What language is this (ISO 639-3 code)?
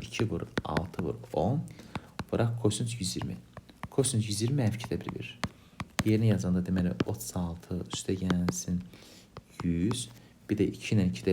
aze